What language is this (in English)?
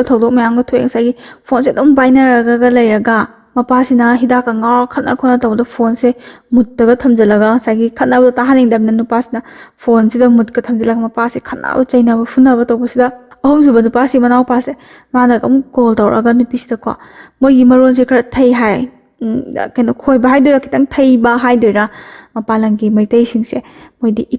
Manipuri